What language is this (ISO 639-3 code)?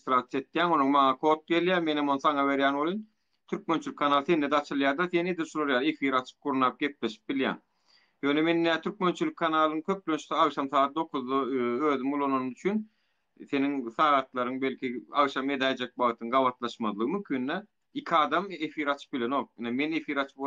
tuk